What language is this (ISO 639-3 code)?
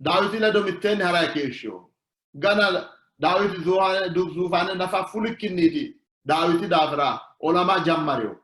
sid